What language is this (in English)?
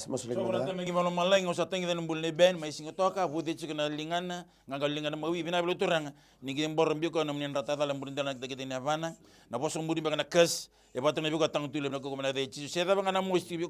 Fijian